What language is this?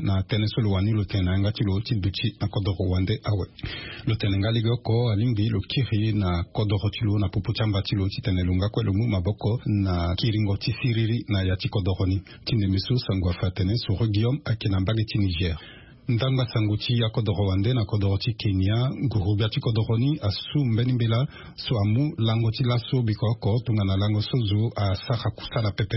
Sango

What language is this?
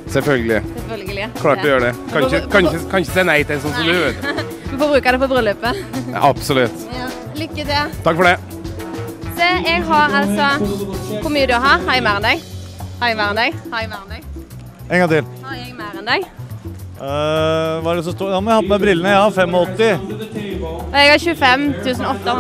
Norwegian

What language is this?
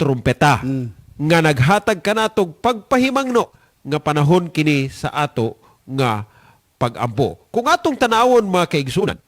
Cebuano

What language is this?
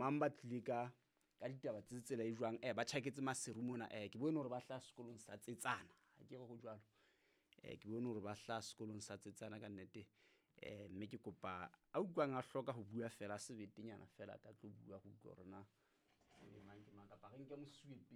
Southern Sotho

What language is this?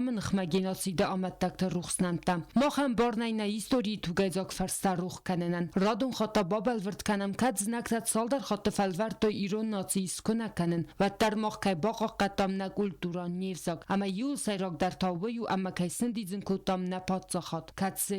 Ossetic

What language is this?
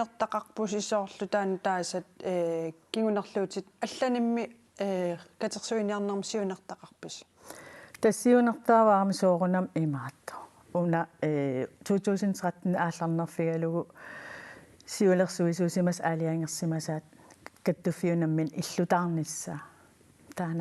Kalaallisut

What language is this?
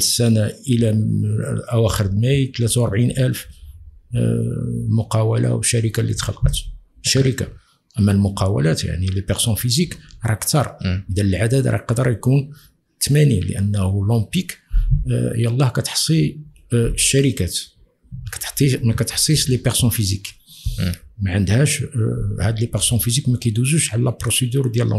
Moroccan Arabic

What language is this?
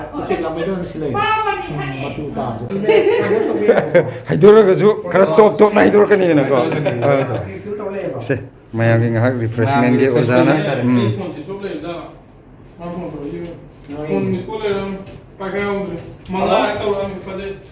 Manipuri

